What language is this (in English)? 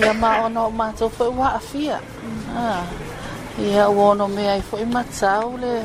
Samoan